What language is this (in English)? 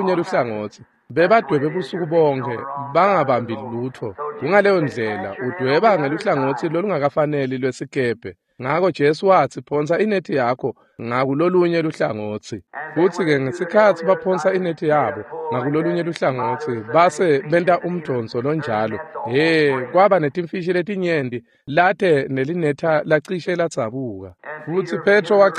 Swati